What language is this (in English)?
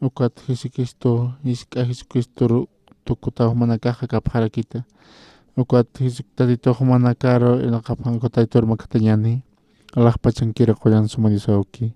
Aymara